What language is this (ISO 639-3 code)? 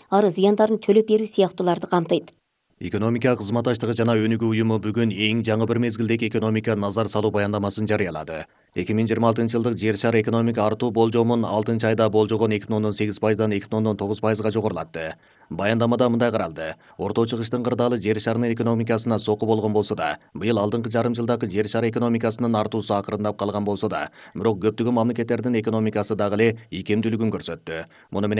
kir